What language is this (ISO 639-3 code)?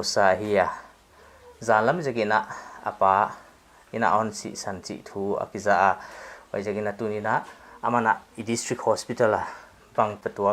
pck